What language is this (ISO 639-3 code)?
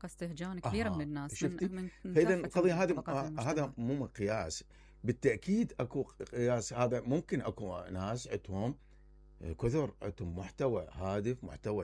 acm